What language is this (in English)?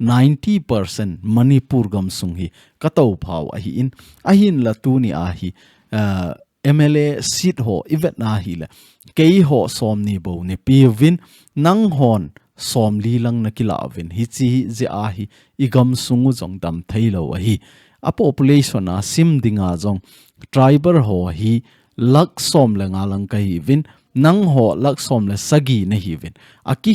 Thado Chin